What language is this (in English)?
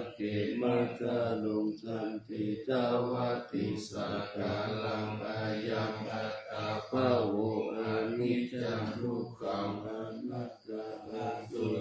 Pali